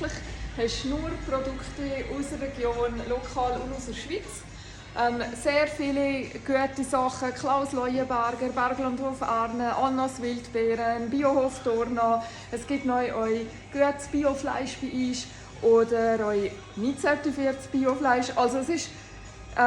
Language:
Swiss German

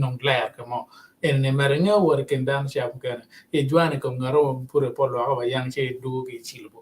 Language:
Acoli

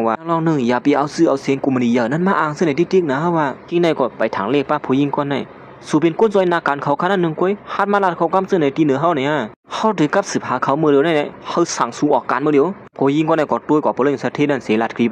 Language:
Shan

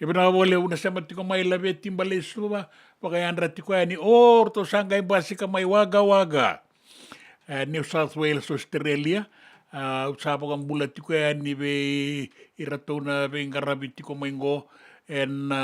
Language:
Fijian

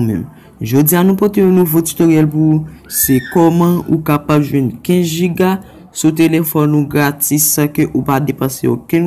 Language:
Haitian Creole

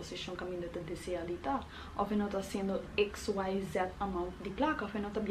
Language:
Papiamento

